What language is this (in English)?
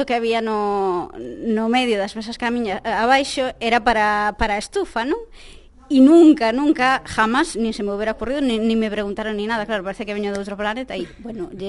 Galician